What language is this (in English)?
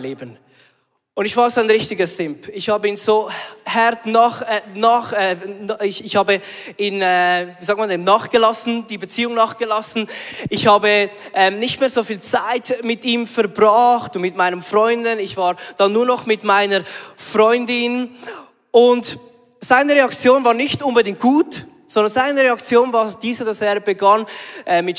Swiss German